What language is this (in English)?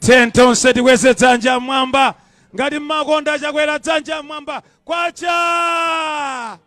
Nyanja